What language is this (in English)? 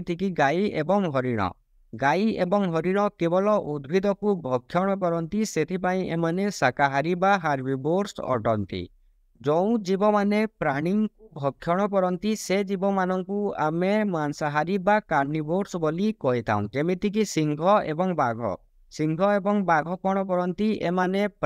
Odia